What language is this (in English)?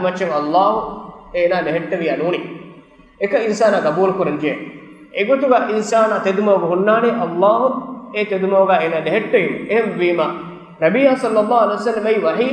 Divehi